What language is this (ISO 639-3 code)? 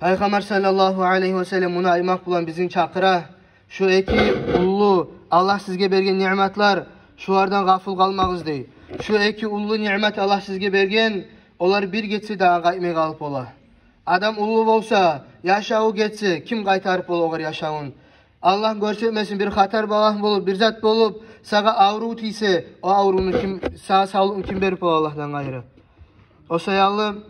kum